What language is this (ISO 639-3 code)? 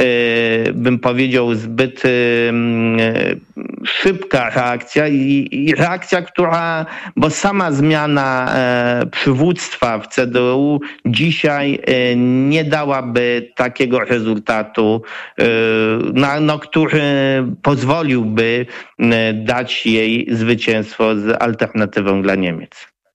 pol